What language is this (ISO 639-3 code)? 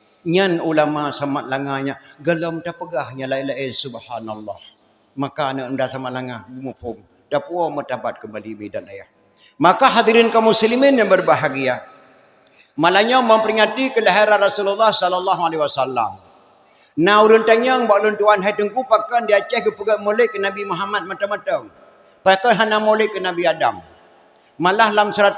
ace